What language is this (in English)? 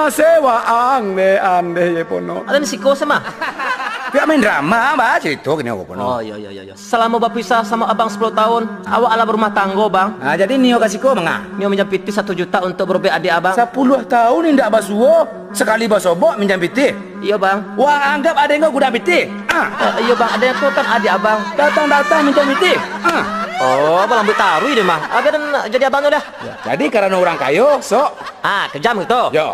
Minangkabau